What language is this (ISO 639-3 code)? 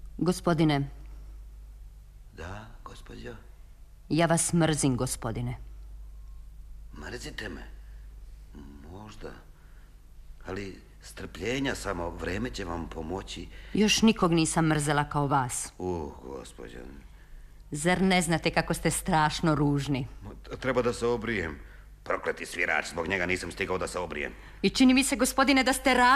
srp